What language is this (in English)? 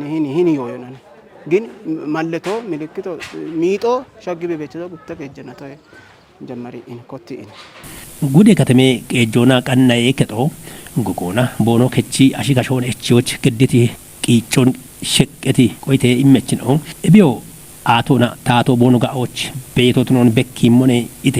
Kafa